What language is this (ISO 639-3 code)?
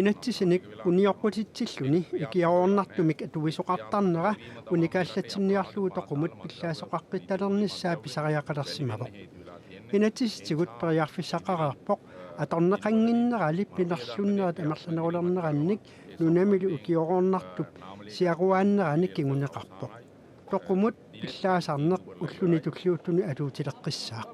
kal